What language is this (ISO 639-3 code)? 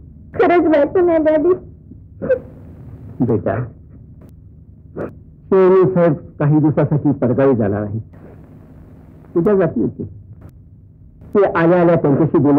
mar